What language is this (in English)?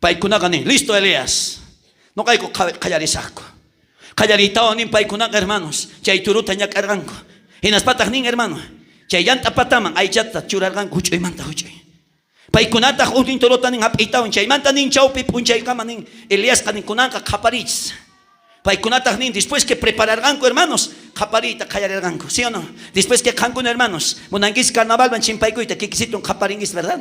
South Bolivian Quechua